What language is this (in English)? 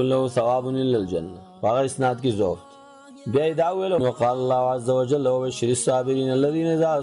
Pashto